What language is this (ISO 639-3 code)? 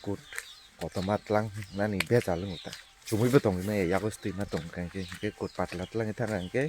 trp